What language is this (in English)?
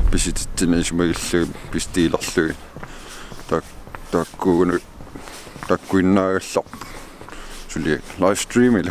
Kalaallisut